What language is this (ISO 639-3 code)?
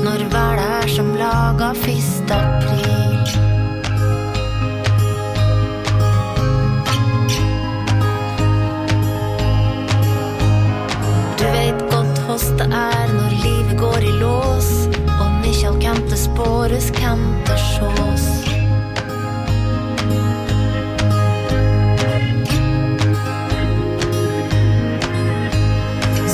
nor